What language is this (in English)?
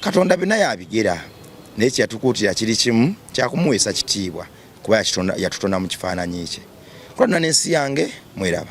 Ganda